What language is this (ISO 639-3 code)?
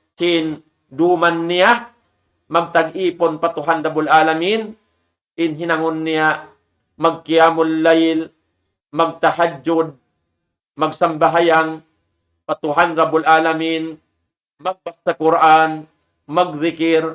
tsg